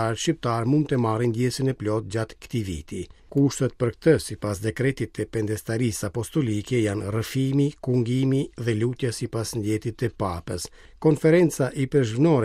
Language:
Albanian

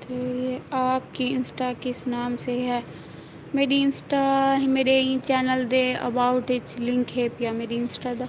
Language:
Saraiki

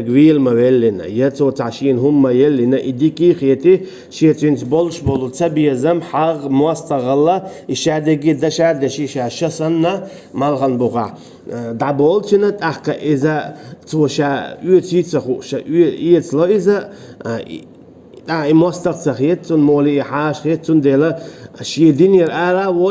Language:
Chechen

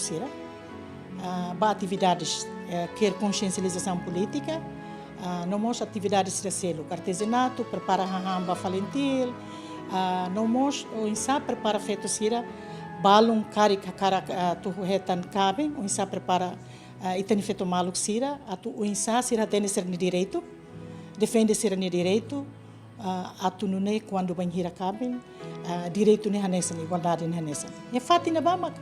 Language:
Tetum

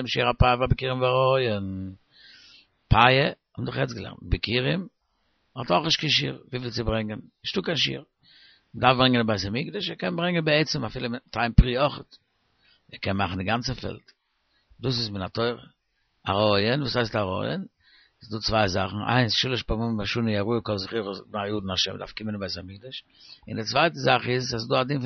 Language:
Yiddish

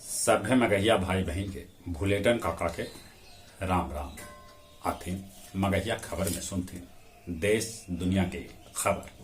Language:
Magahi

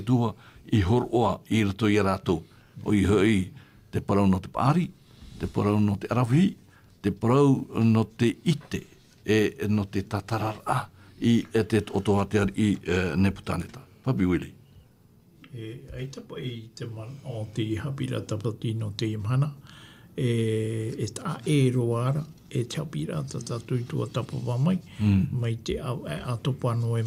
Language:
Tahitian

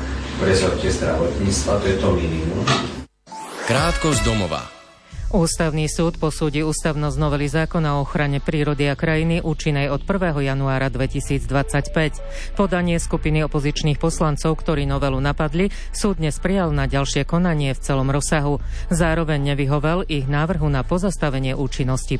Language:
Slovak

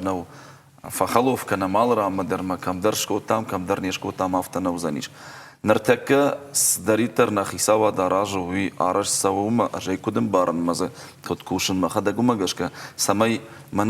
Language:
Ossetic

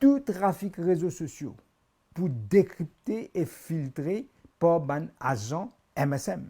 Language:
Morisyen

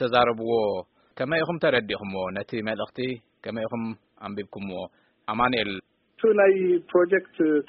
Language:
Tigrinya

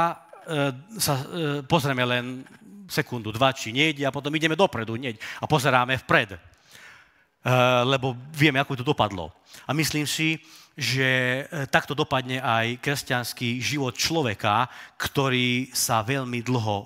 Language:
Slovak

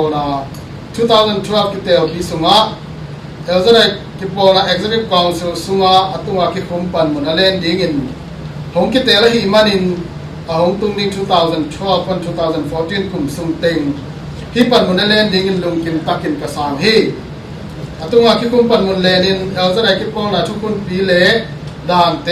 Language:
Tedim Chin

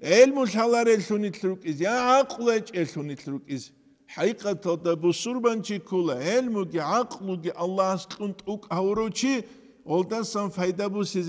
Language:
Avaric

